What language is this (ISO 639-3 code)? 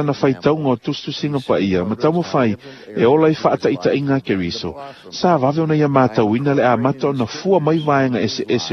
smo